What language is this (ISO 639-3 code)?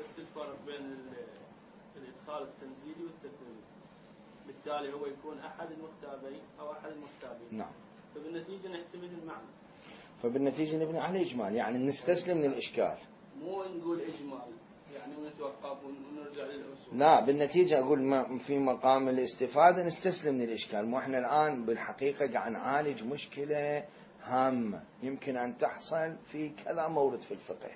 acm